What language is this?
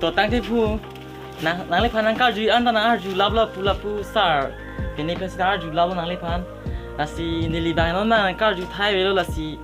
Karbi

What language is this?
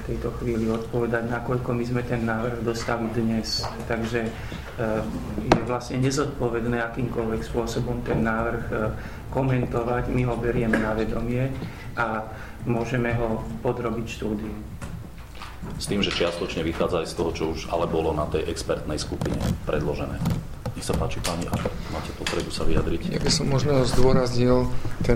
Slovak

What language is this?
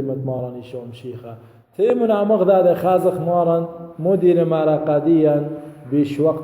Assyrian Neo-Aramaic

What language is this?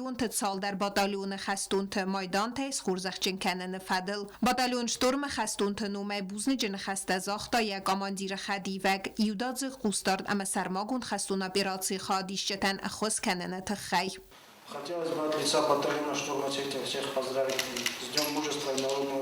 Ossetic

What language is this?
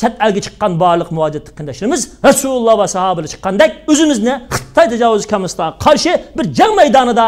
Uyghur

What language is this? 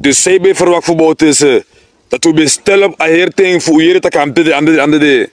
Sranan Tongo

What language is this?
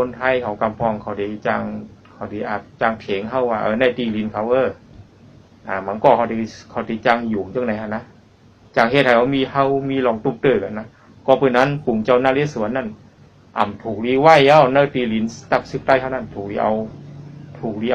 Shan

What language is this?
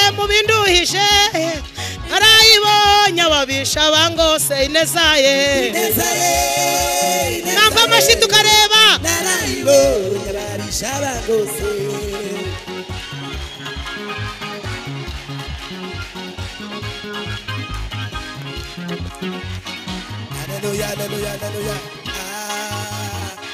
Kinyarwanda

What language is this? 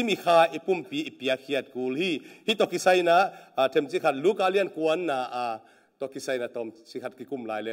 Tedim Chin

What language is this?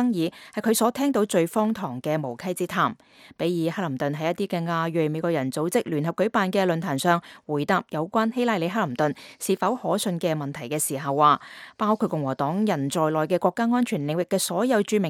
Cantonese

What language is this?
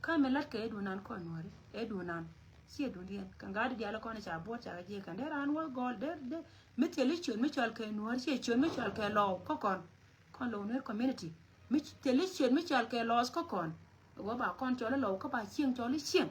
Nuer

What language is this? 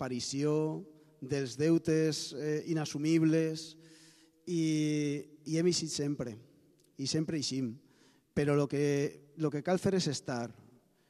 Catalan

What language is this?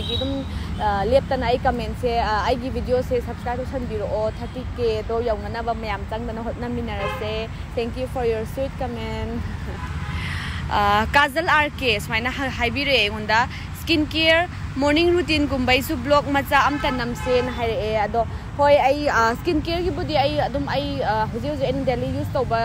Manipuri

